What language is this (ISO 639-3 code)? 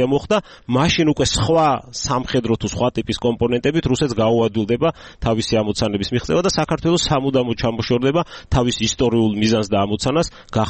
kat